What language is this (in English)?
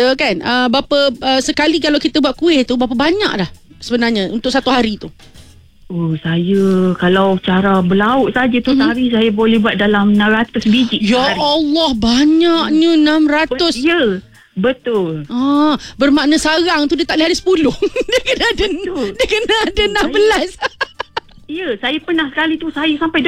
Malay